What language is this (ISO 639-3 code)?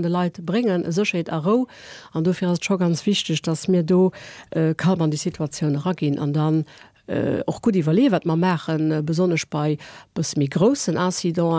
ltz